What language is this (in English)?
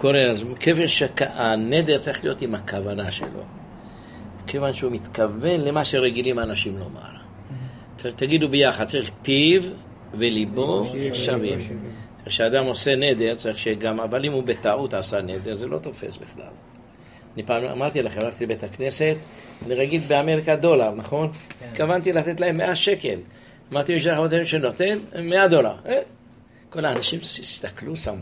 Hebrew